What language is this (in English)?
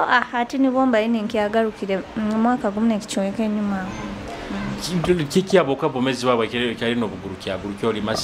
Nyoro